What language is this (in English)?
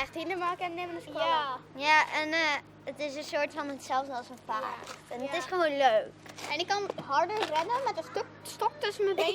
Western Frisian